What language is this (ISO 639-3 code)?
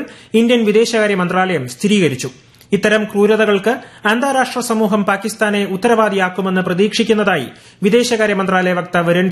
mal